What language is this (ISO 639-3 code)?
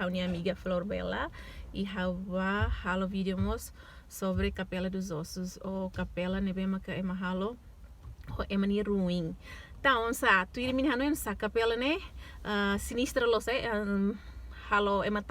tet